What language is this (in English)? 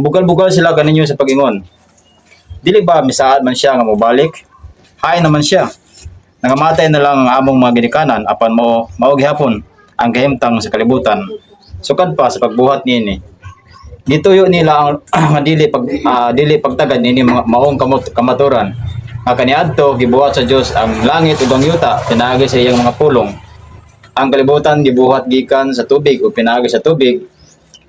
Cebuano